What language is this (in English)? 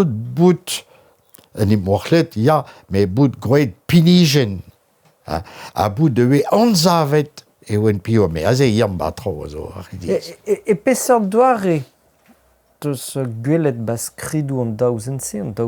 Breton